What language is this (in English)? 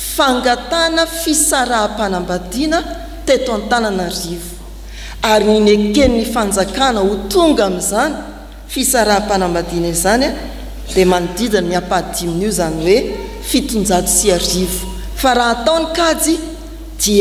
Malagasy